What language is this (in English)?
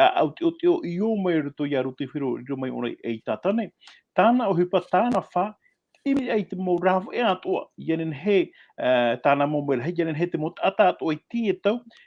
Tahitian